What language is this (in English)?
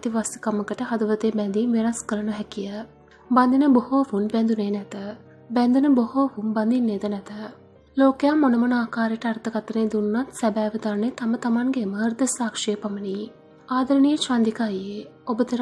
Sinhala